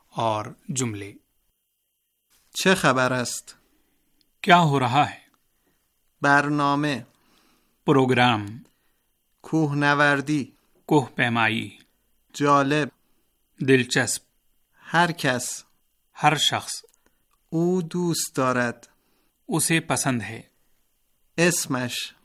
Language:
Urdu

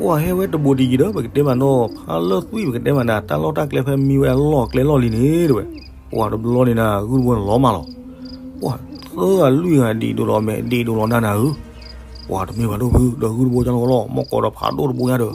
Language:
S'gaw Karen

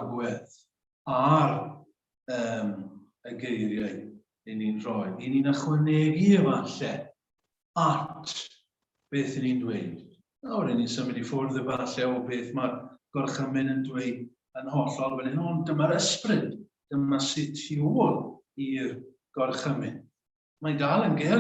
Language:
Welsh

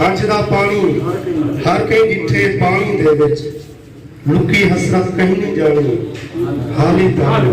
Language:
Saraiki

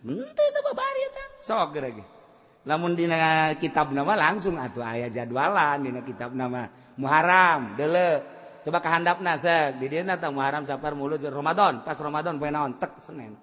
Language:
Sundanese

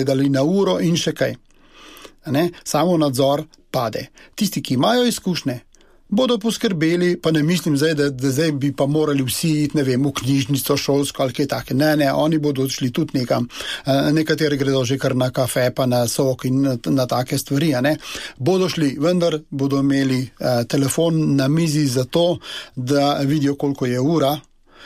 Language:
Slovenian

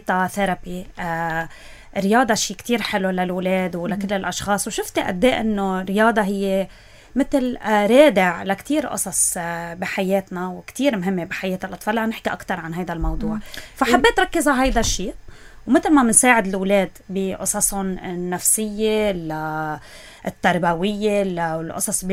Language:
North Levantine Arabic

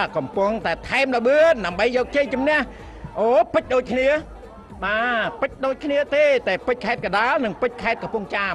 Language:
Khmer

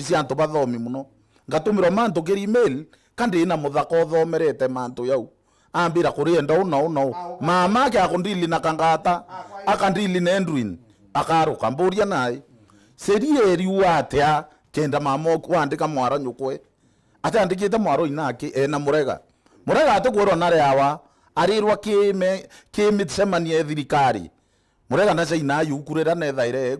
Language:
Meru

